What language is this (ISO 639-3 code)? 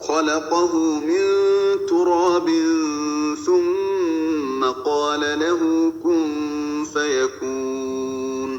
tir